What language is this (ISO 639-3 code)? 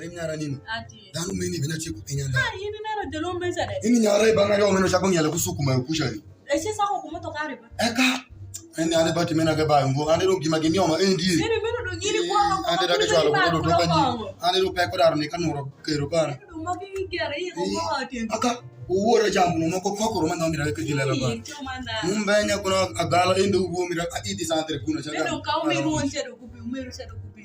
alz